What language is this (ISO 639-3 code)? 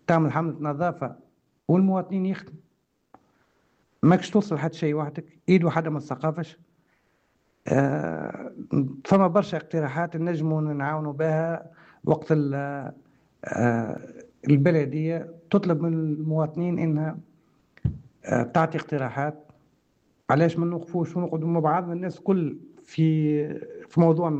aeb